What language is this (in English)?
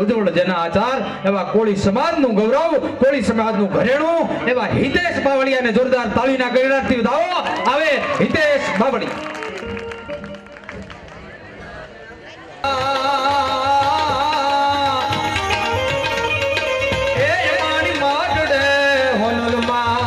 Gujarati